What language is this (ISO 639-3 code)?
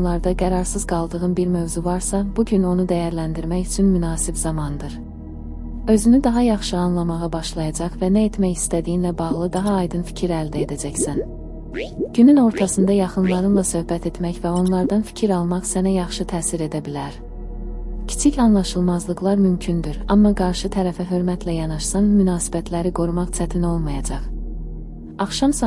aze